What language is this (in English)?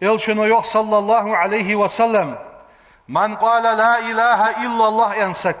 Ingush